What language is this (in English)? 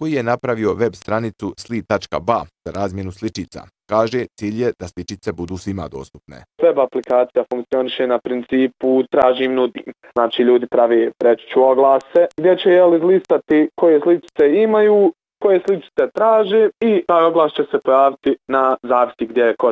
Bosnian